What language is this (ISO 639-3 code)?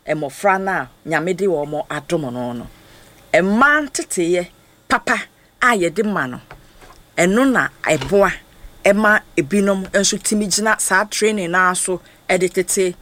aka